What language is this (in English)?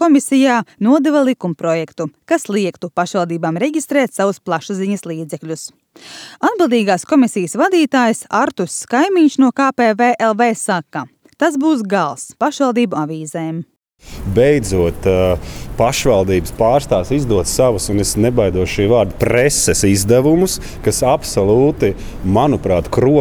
Latvian